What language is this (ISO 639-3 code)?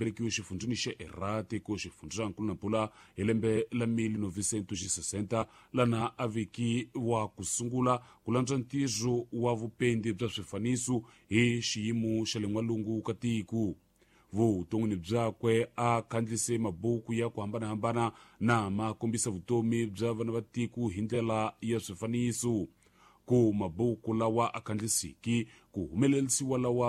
tso